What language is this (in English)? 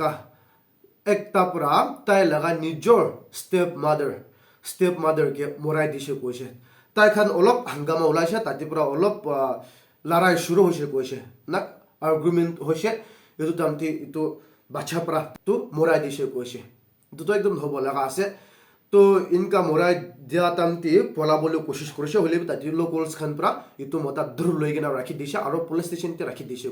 Naga Pidgin